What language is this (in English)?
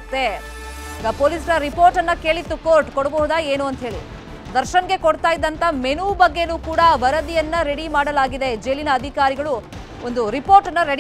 Kannada